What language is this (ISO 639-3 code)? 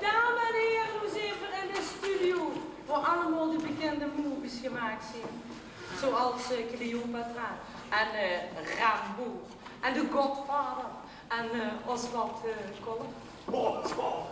lim